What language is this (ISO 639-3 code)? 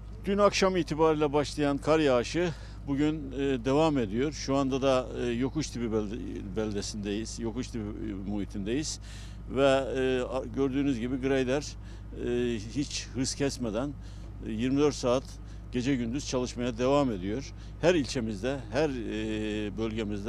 tur